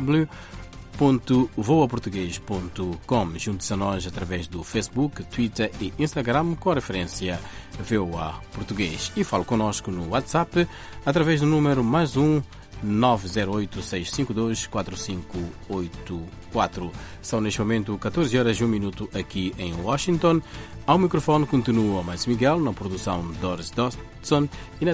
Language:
Portuguese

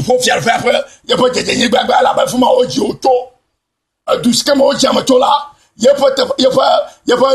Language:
Ewe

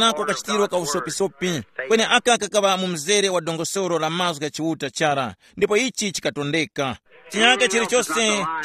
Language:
Tumbuka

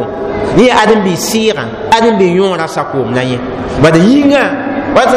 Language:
Mossi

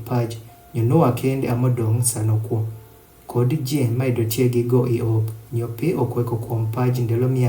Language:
Adhola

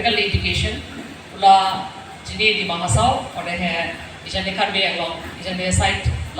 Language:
Dimasa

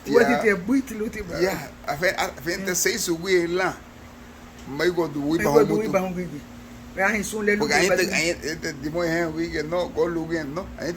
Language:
Garifuna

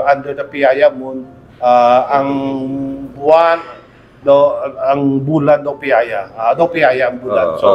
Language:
Filipino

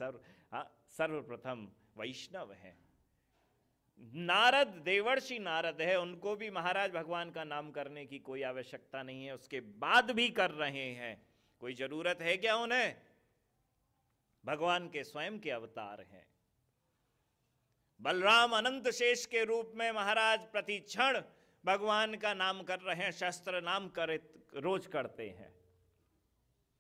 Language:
Hindi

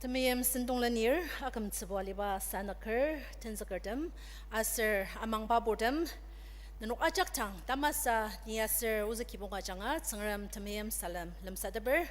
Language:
Ao Naga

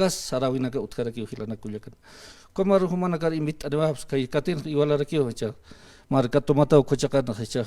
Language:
Aymara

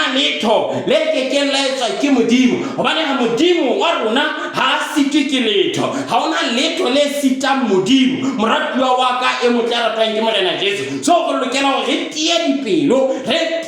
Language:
Southern Sotho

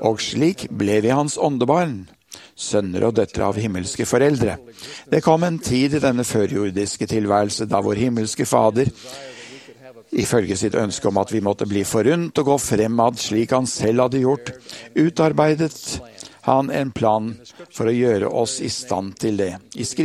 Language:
Norwegian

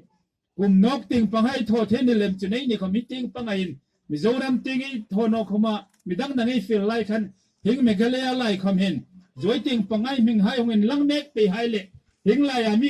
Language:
Hmar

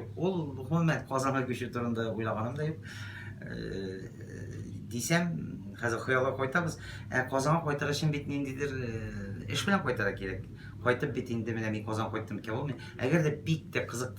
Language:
Tatar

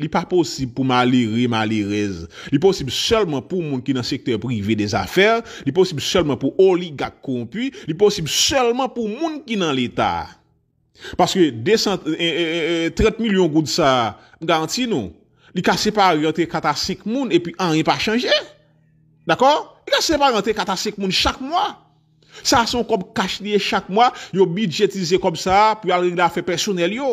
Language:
Haitian Creole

